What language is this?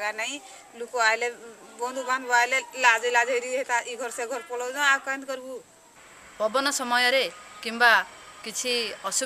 Odia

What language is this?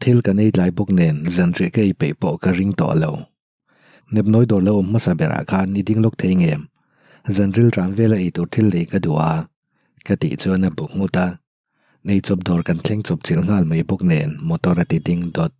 Mizo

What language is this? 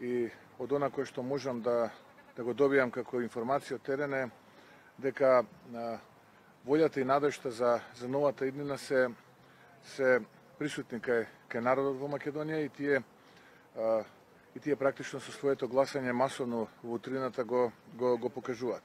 Macedonian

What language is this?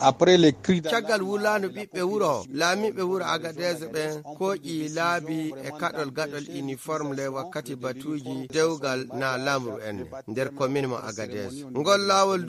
Fula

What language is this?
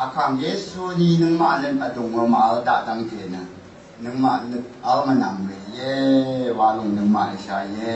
Rawang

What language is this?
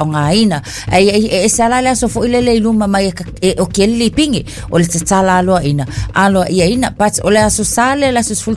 Samoan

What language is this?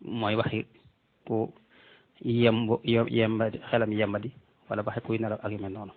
Wolof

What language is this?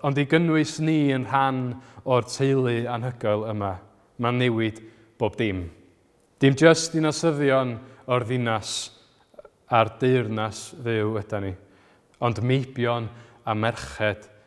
Welsh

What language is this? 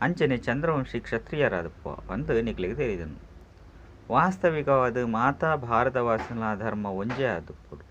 Tulu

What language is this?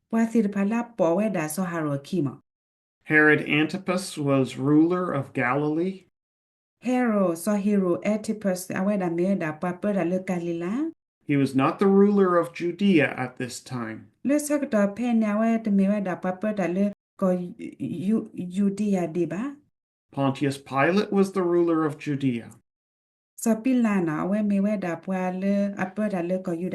S'gaw Karen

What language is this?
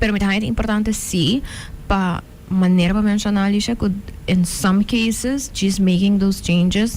Papiamento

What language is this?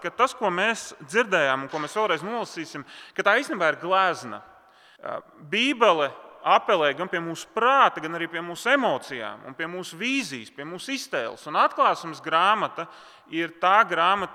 Latvian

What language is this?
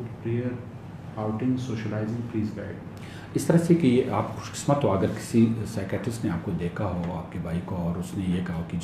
Urdu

